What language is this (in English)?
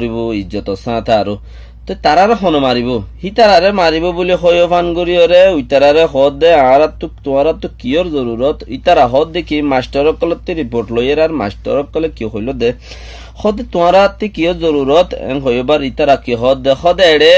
Rohingya